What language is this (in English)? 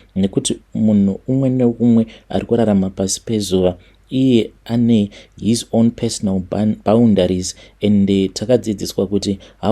Shona